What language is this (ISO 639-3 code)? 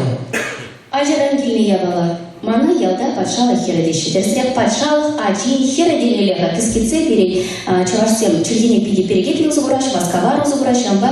chv